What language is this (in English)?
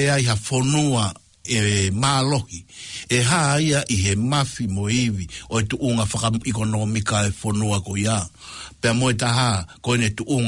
Tongan